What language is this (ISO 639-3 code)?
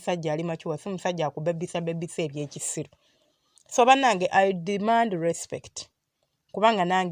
lug